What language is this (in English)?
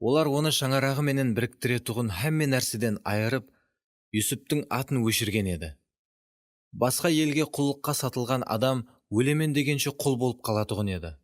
Kara-Kalpak